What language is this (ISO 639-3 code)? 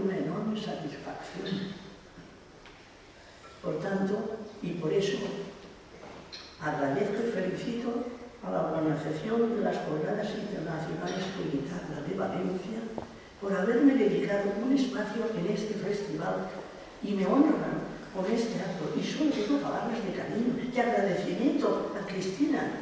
spa